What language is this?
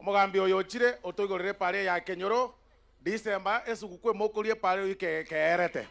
Gusii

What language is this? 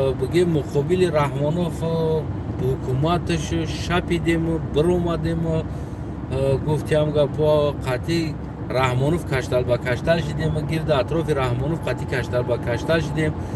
Tajik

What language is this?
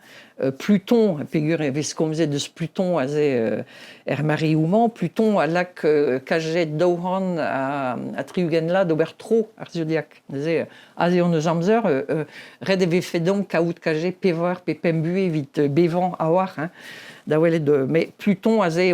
Breton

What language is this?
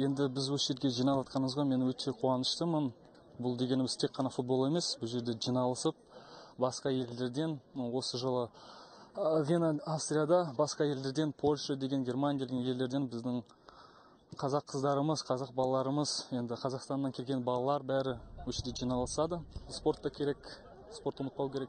Kazakh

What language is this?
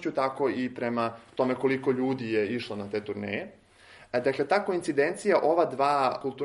Serbian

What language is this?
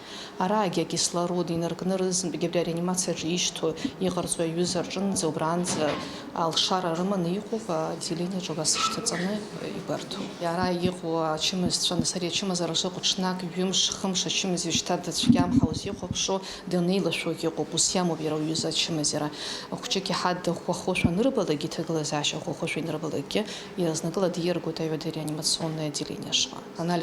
Abkhazian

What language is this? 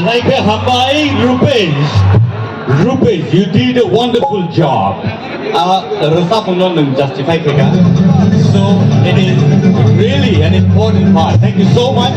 Kok Borok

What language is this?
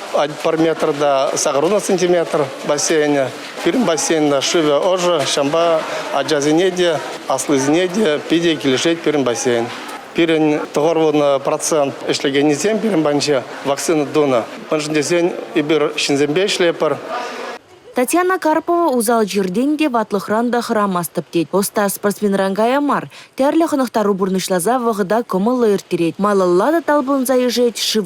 Chuvash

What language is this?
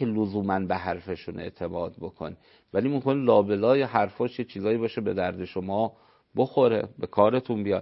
Persian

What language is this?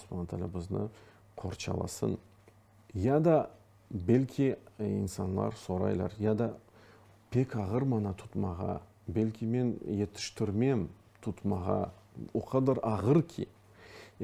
Crimean Tatar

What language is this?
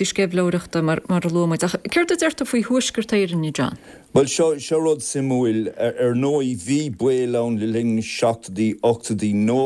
Irish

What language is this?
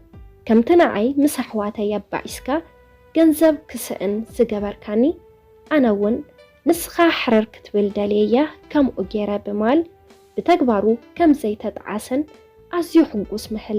Tigrinya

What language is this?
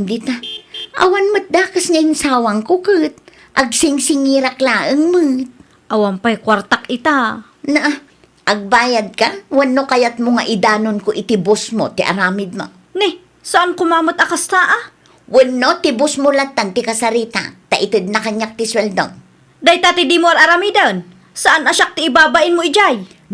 Iloko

